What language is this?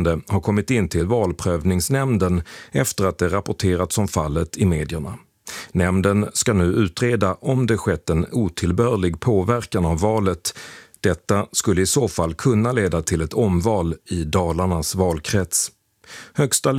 Swedish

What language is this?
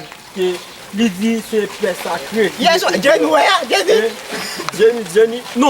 Haitian Creole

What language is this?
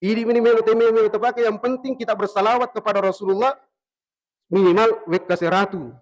Buginese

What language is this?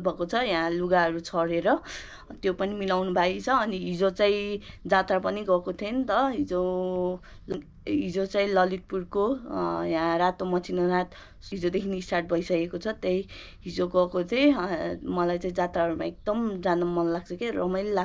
Nepali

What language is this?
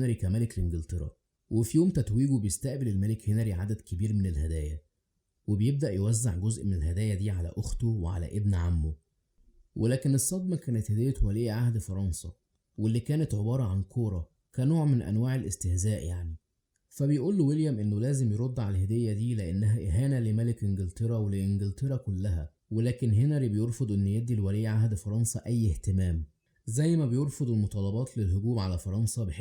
Egyptian Arabic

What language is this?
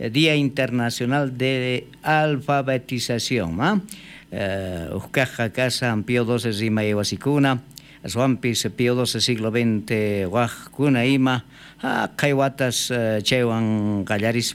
South Bolivian Quechua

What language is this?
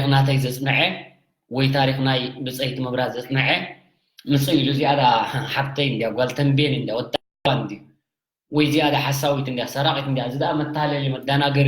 Tigrinya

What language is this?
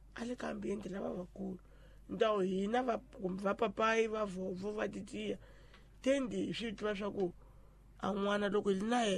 Tsonga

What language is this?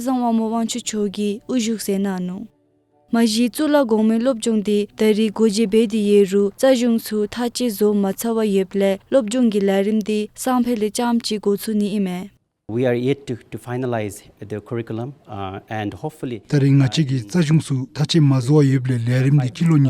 Dzongkha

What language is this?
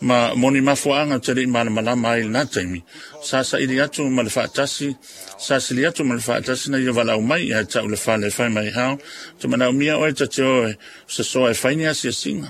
Samoan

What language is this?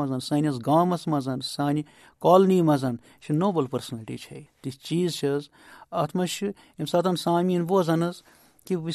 Kashmiri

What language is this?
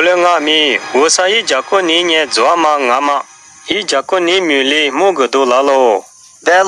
Lisu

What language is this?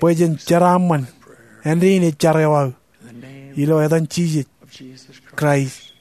Marshallese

